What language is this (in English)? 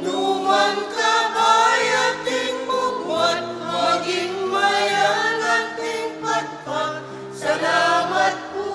Pampanga